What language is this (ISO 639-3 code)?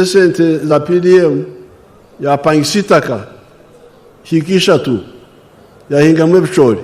nyn